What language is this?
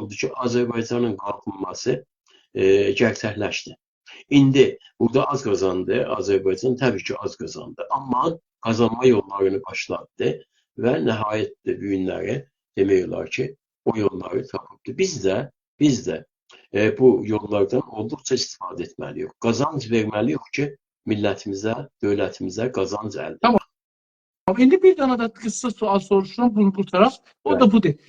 South Azerbaijani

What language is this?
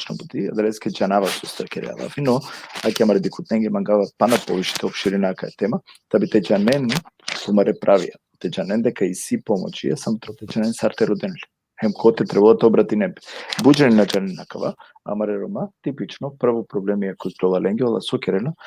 Balkan Romani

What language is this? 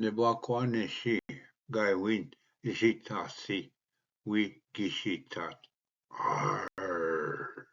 Ojibwa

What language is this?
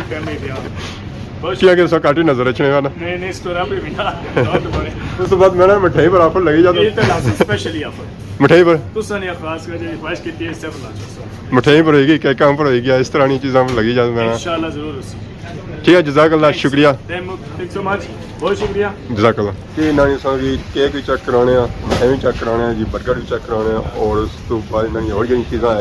Pahari-Potwari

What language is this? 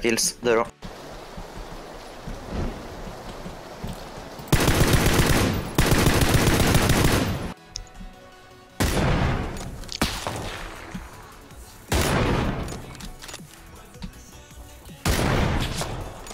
Swedish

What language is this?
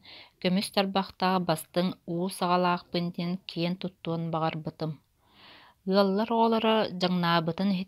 Yakut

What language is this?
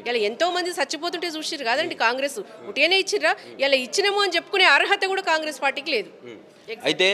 Telugu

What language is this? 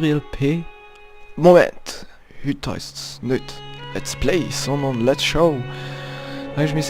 Swiss German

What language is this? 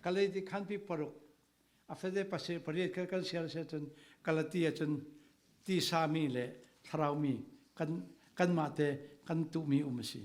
Falam Chin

